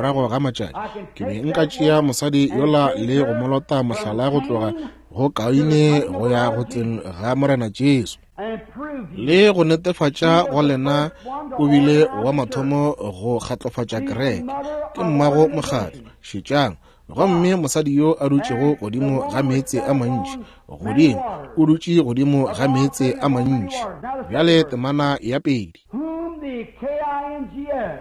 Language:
Northern Sotho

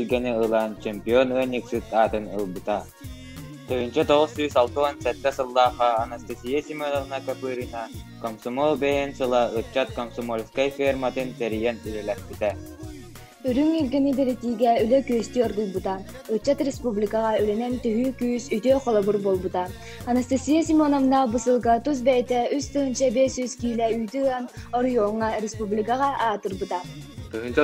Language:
Yakut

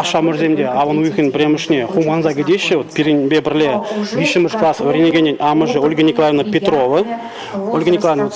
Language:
Chuvash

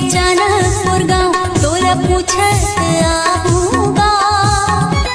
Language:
Chhattisgarhi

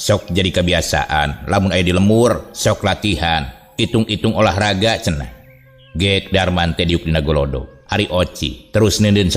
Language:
Sundanese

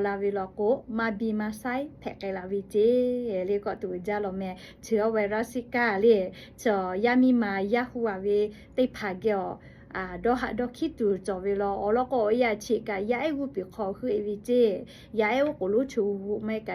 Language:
Lahu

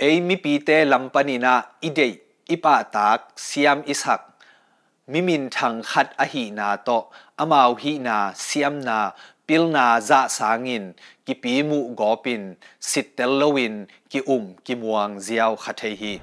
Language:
Tedim Chin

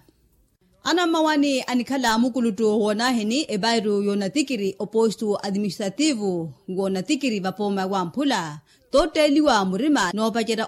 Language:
Makhuwa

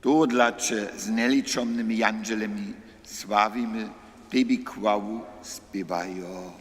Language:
Upper Sorbian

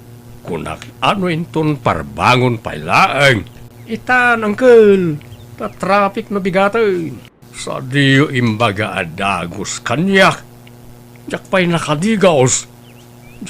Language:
Iloko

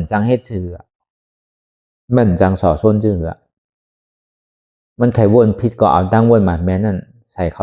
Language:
Shan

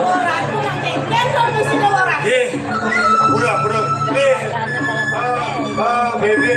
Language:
Balinese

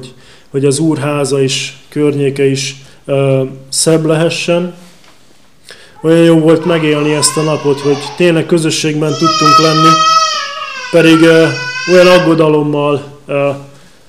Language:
Hungarian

